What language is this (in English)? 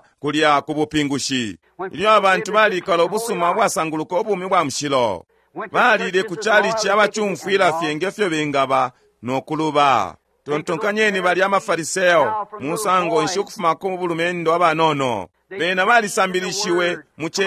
Bemba